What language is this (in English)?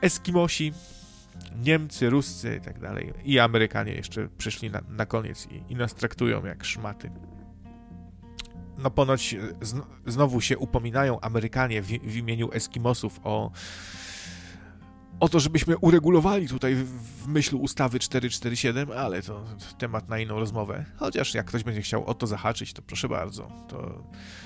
Polish